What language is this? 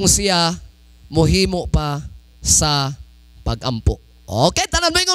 Cebuano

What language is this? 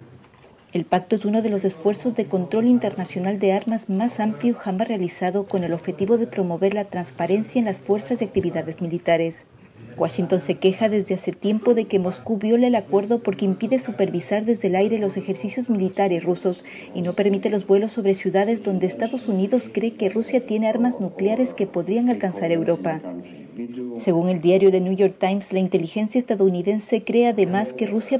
Spanish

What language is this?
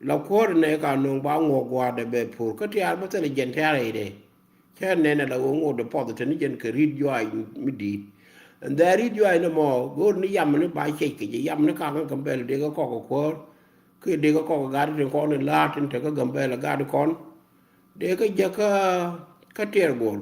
Nuer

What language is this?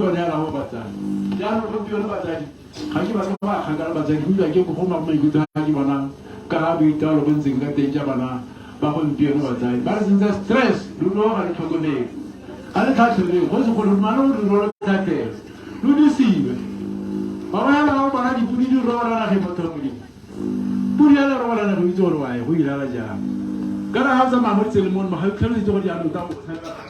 Tswana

